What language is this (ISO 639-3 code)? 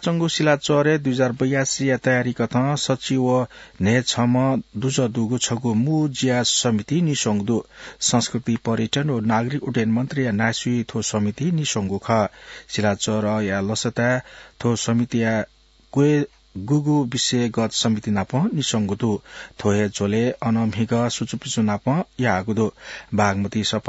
new